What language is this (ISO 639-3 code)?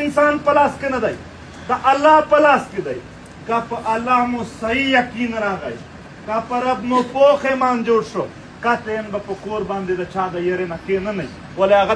pus